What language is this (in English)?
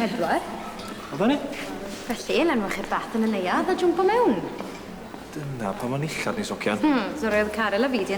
Welsh